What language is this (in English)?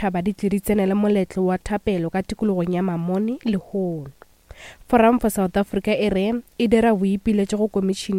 Northern Sotho